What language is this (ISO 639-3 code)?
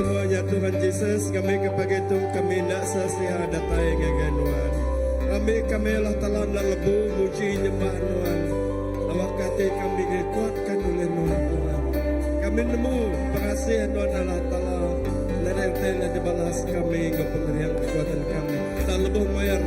iba